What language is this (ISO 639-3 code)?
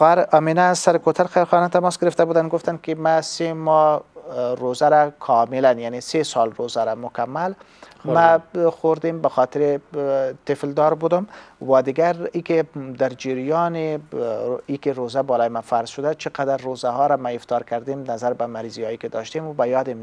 fas